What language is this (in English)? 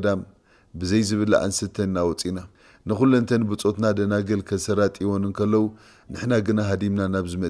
Tigrinya